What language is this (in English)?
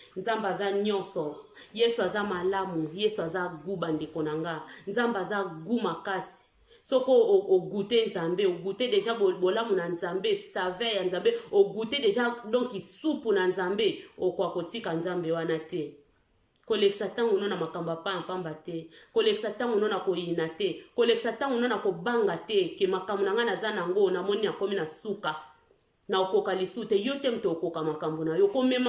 Lingala